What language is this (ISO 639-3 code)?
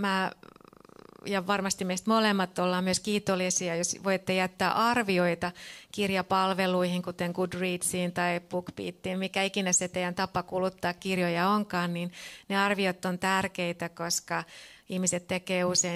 fin